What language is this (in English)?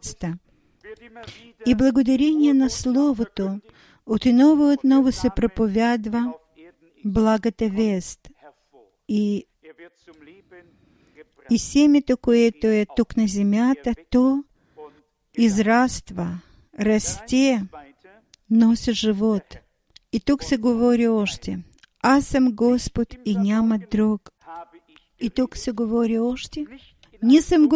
Bulgarian